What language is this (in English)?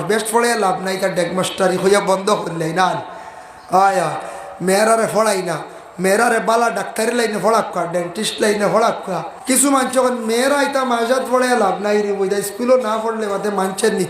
Sylheti